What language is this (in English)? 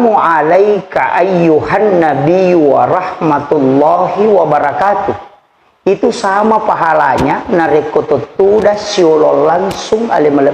Buginese